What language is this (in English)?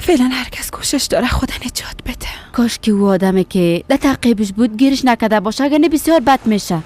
Persian